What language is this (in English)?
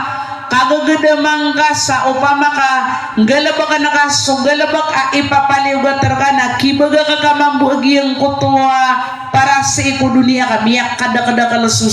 Maranao